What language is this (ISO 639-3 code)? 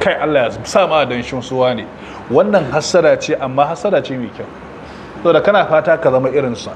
hau